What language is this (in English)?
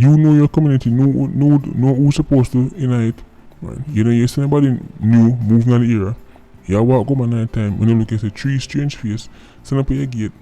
Jamaican Creole English